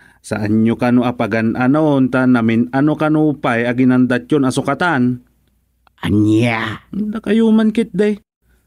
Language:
Iloko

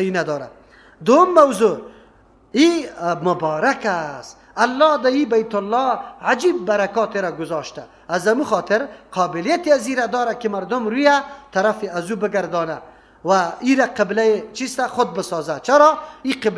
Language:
Persian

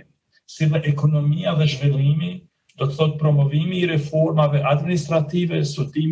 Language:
Albanian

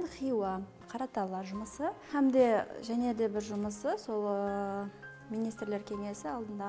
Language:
Kara-Kalpak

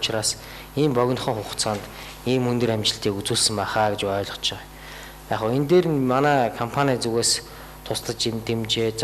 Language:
Mongolian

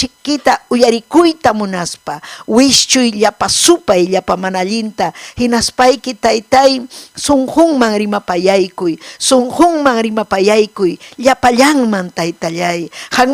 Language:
Ayacucho Quechua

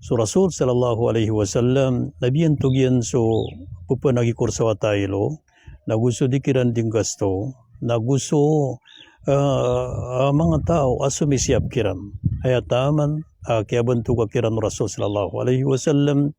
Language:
Maranao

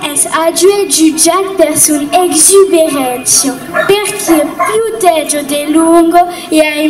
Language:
Occitan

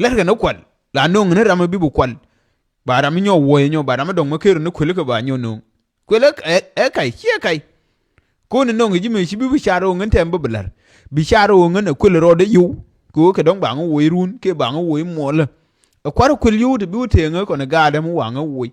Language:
Nuer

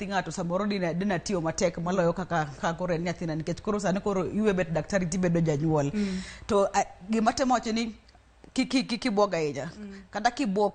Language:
Luo (Kenya and Tanzania)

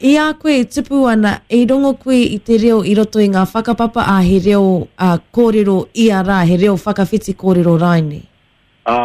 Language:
Māori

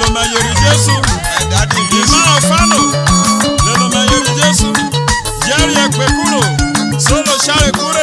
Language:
Urhobo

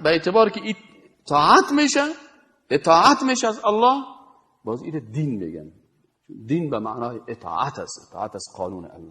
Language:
Persian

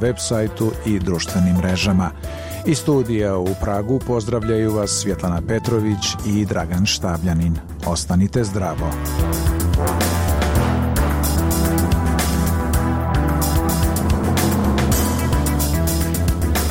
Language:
Bosnian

